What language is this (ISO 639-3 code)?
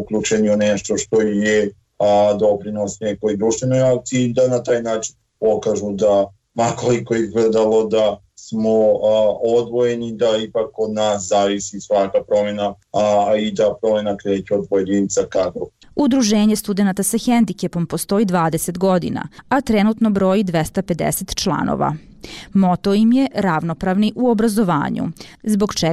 bos